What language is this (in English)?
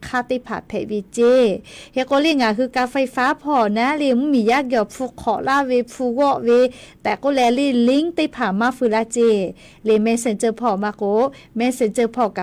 Lahu